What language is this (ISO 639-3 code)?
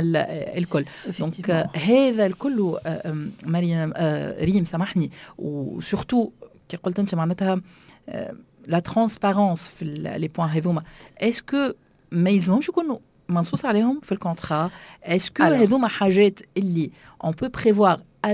aeb